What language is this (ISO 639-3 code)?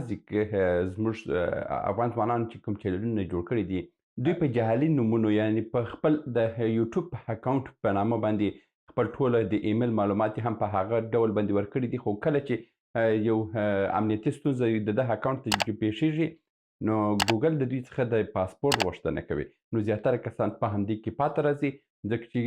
pus